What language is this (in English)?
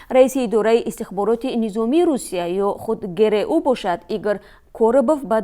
Tajik